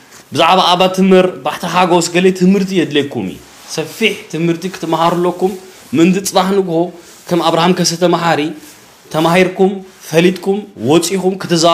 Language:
Tigrinya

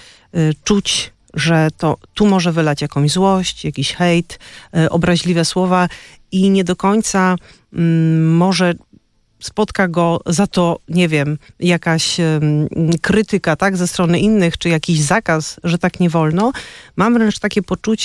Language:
Polish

